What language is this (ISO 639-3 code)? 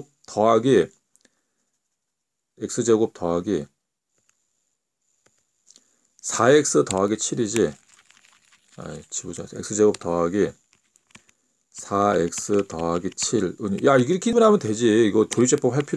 kor